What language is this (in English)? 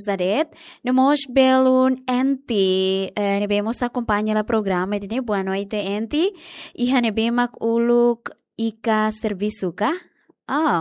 Tetum